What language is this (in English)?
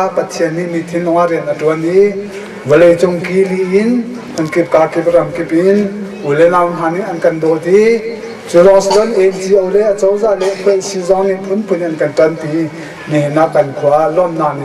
Hakha Chin